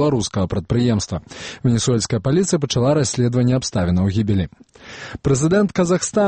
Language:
Belarusian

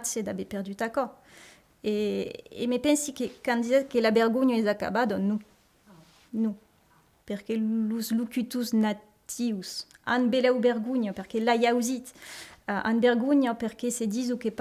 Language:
Occitan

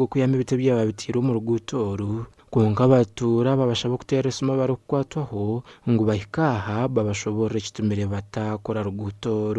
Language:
Nyankole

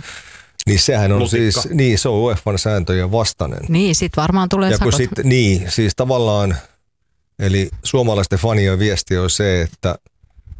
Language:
Finnish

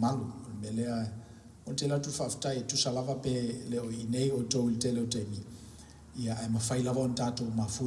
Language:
Samoan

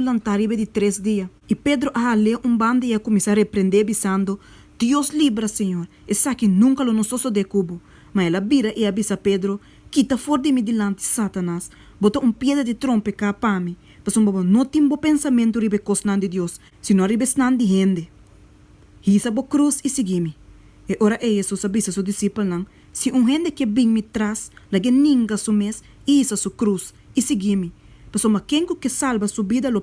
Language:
Papiamento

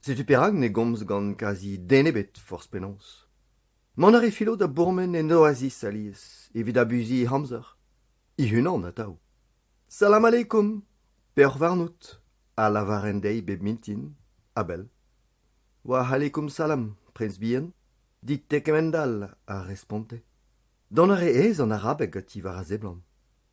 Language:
Breton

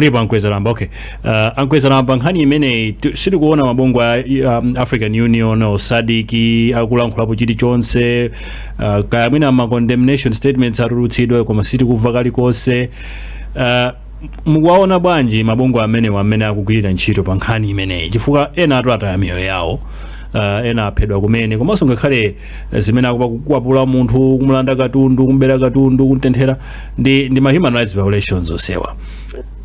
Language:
Nyanja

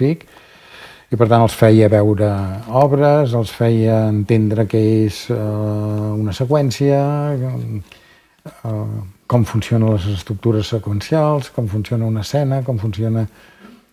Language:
Catalan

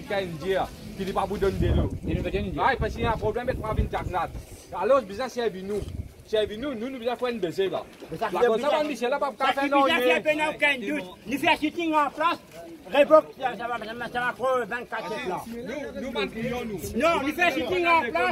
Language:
Morisyen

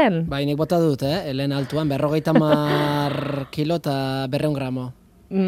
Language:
Basque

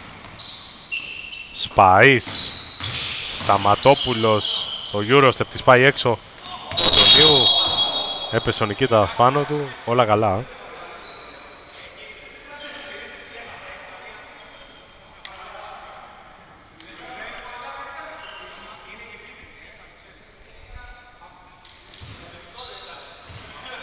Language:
Greek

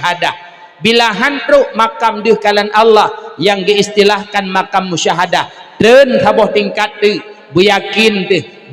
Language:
Achinese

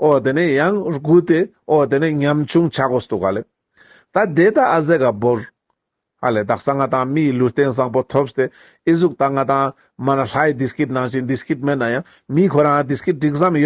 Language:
Ladakhi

